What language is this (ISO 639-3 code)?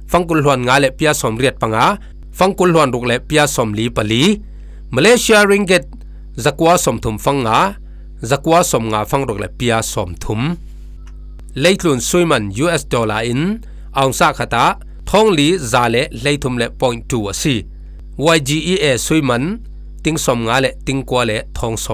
cfm